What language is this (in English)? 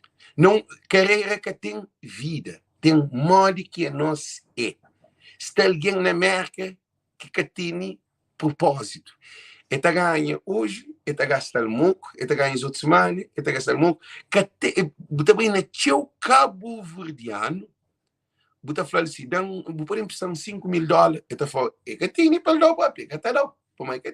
Kabuverdianu